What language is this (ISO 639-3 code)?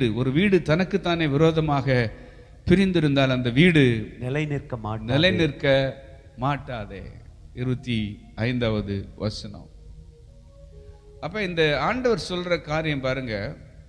tam